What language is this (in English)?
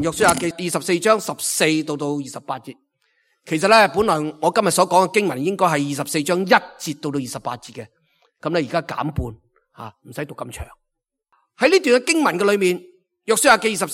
Cantonese